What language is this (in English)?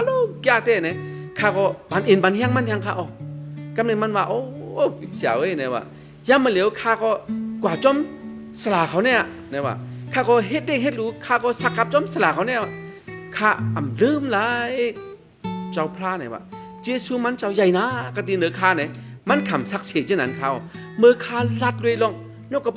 Shan